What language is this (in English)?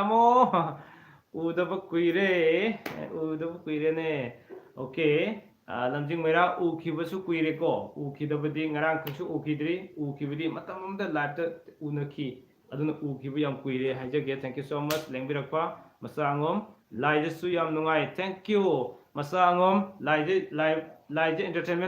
Manipuri